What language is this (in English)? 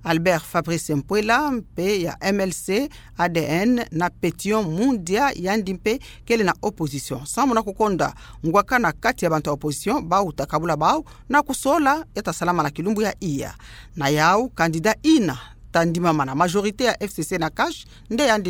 Kituba (Democratic Republic of Congo)